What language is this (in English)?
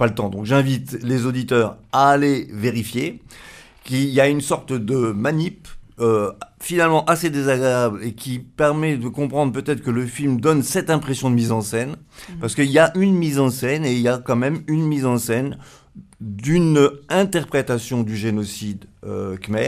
French